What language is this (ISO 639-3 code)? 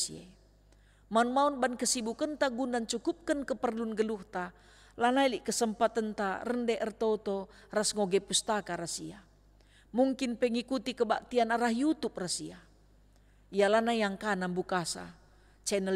btx